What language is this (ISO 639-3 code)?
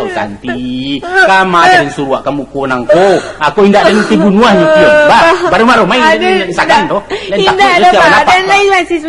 min